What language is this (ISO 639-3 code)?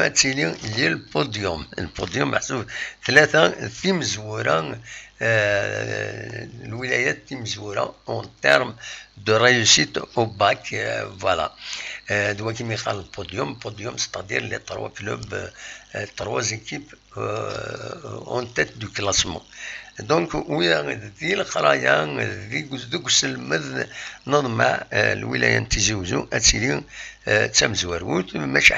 kab